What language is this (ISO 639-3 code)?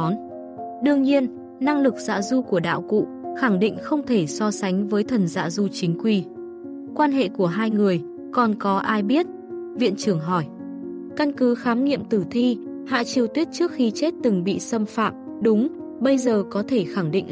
vie